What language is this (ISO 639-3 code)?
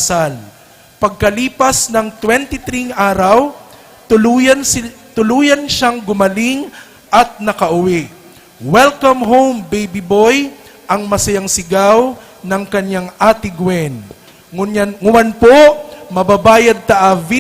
bik